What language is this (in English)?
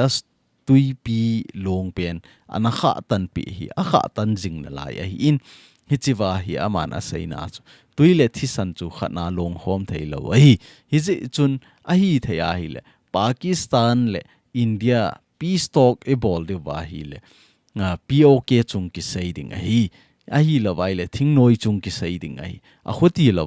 Thado Chin